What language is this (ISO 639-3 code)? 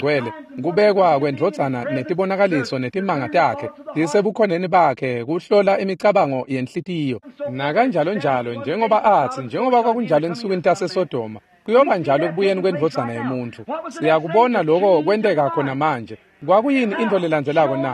ssw